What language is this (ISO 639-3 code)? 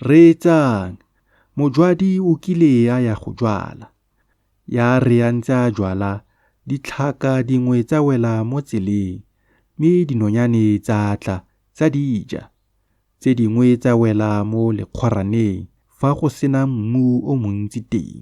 tsn